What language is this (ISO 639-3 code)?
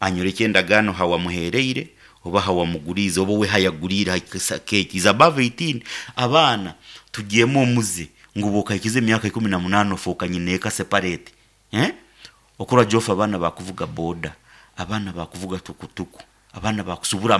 nyn